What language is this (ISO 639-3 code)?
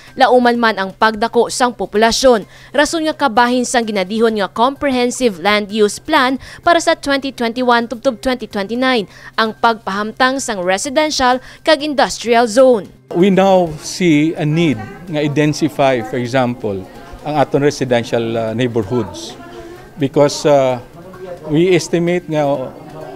hil